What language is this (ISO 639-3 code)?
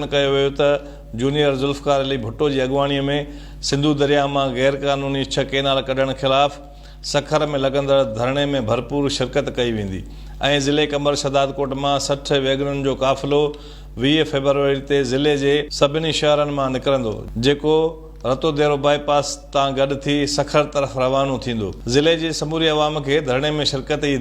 snd